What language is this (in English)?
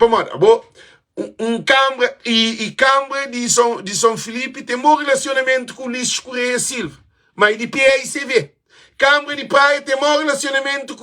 Kabuverdianu